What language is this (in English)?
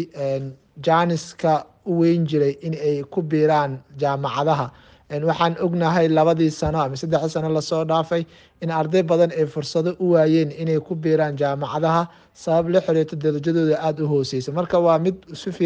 Somali